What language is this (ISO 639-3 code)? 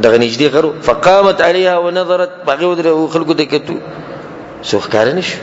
pus